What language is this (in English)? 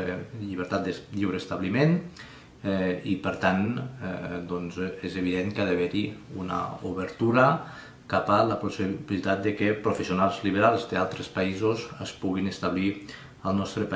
Catalan